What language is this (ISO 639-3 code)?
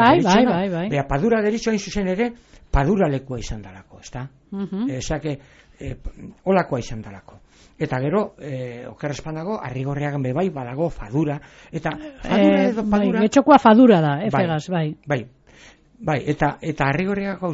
eus